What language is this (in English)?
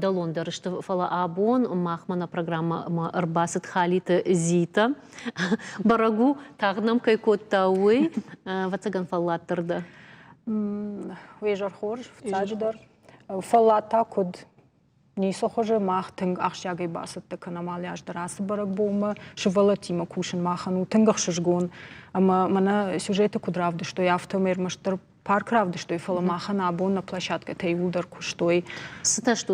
Ossetic